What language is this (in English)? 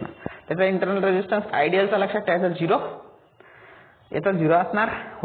Marathi